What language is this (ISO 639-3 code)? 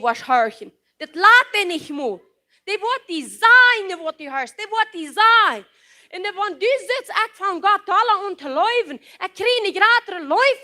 pdt